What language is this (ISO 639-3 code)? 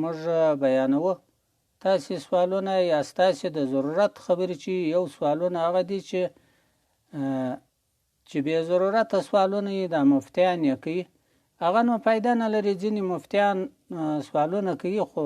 pus